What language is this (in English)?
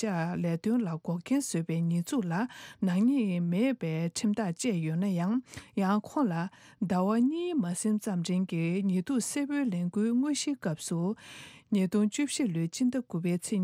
Tibetan